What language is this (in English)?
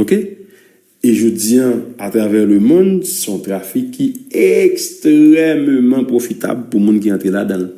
Haitian Creole